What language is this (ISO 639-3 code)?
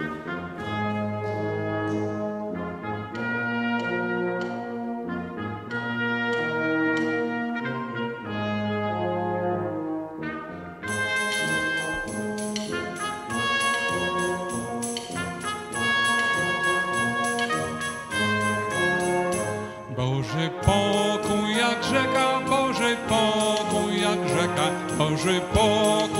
pol